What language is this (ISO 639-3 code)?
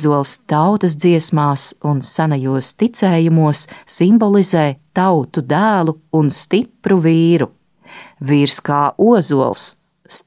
lav